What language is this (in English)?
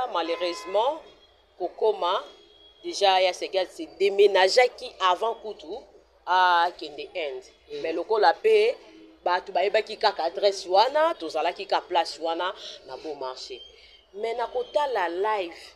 Lingala